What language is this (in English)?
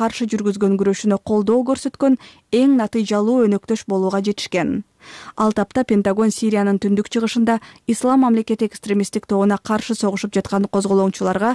Kyrgyz